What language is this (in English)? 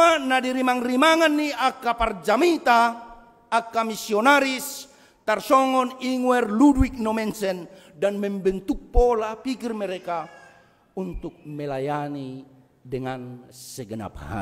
Batak Toba